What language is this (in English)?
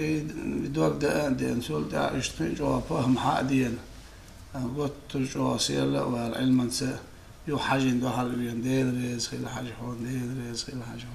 Chechen